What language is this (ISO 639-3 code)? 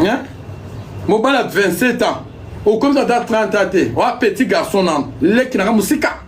lin